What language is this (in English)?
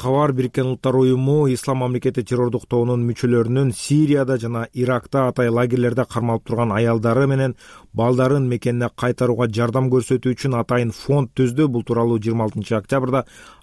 Kyrgyz